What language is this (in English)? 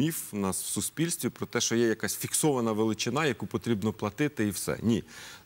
Ukrainian